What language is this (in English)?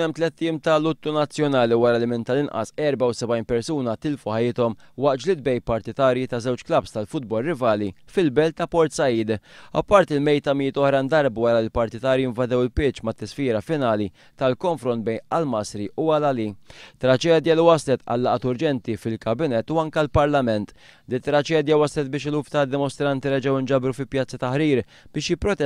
Maltese